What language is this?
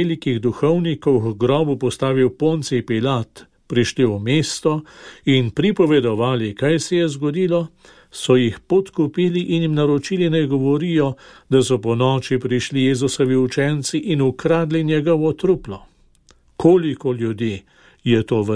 Slovenian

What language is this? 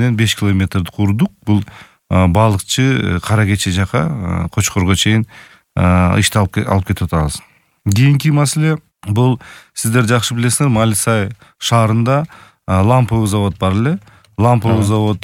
Kyrgyz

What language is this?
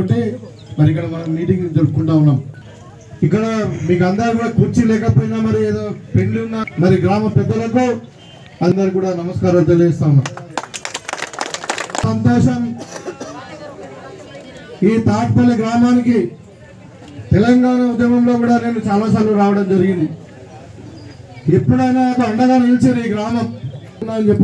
Telugu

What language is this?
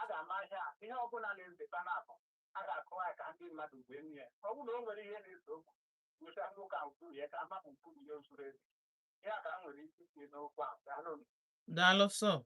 Igbo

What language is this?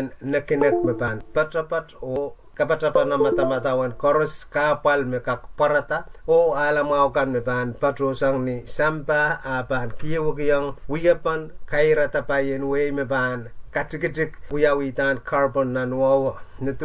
Pohnpeian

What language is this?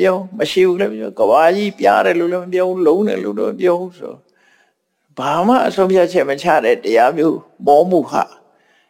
Burmese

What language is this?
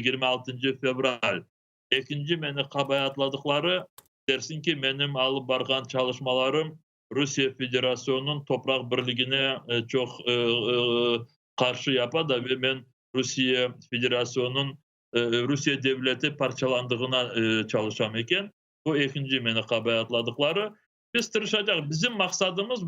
Crimean Tatar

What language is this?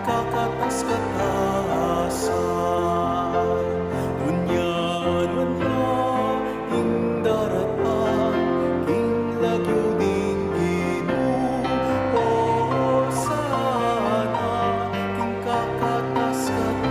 Pampanga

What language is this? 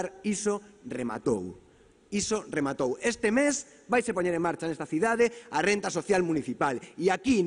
Galician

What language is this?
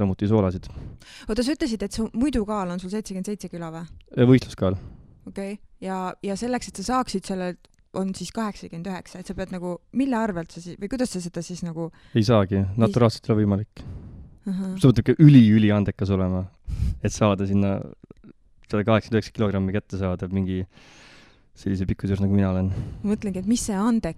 Estonian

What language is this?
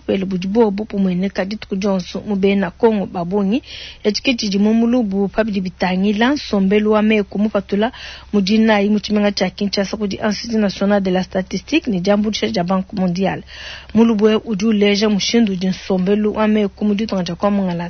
Luba-Lulua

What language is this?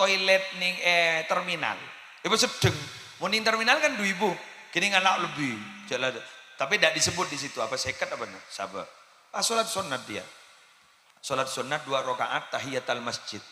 Madurese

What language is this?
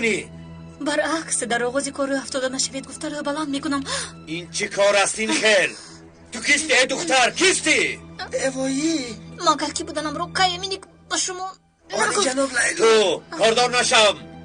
Tajik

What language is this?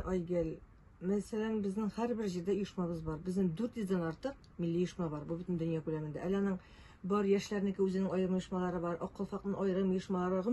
Tatar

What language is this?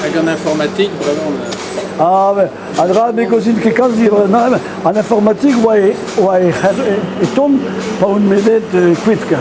Breton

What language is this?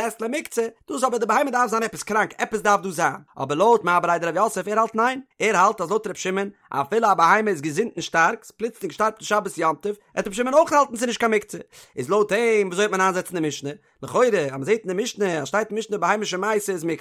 Yiddish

